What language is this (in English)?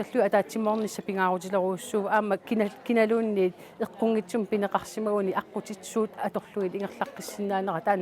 Kalaallisut